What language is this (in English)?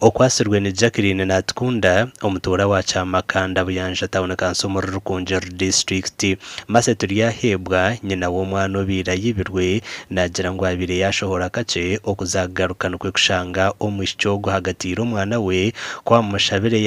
Nyankole